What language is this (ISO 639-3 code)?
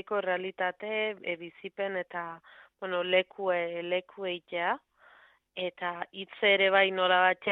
eus